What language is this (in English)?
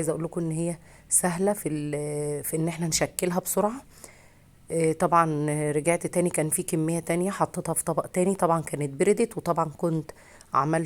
Egyptian Arabic